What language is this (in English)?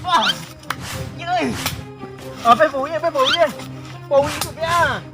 Minangkabau